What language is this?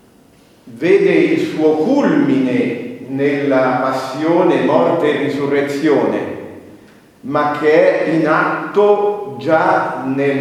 Italian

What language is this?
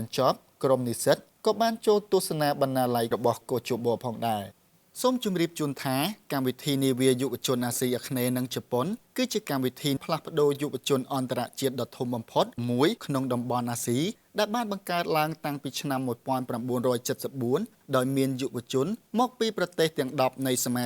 Khmer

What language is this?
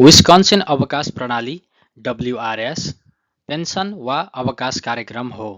Nepali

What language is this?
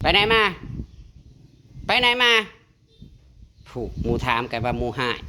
Northeastern Thai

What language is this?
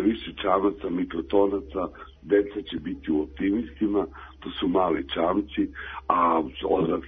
Serbian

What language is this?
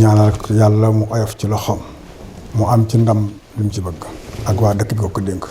Wolof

